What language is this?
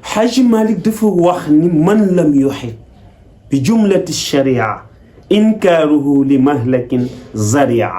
Wolof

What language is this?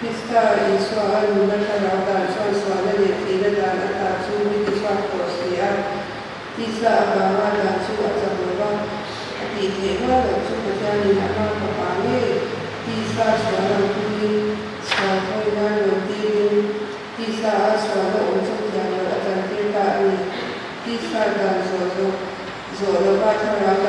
Mizo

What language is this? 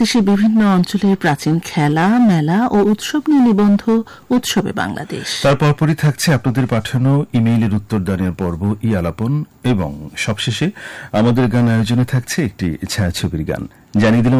Bangla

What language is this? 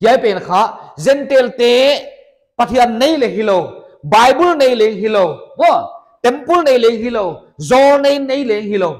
Paite Chin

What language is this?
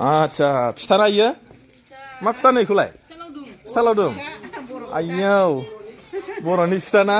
Bodo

